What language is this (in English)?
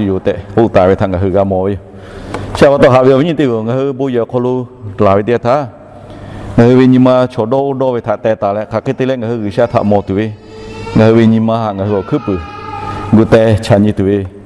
Lahu